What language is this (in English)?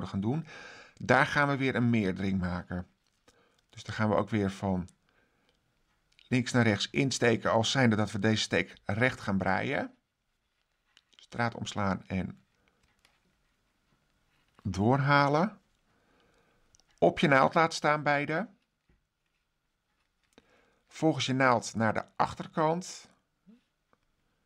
Dutch